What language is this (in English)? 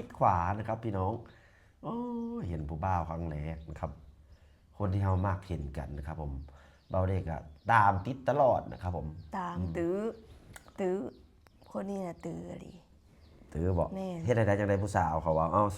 Lao